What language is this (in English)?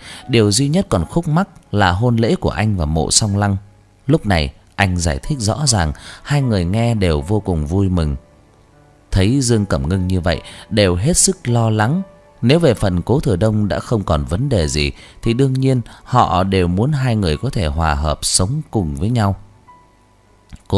Vietnamese